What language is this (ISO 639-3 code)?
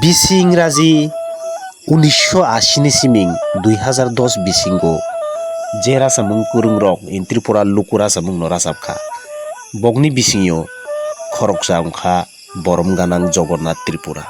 trp